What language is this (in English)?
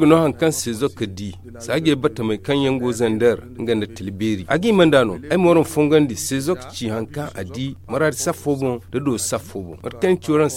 Zarma